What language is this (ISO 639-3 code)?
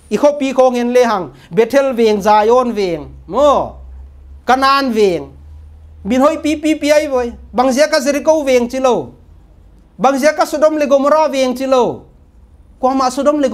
pck